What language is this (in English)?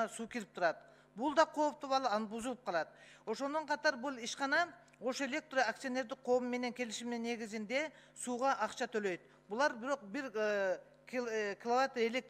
Kyrgyz